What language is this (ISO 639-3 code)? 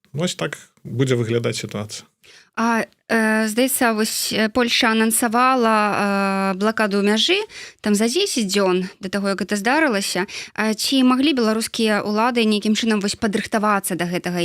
bel